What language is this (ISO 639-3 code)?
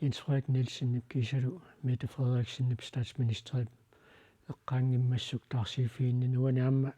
kal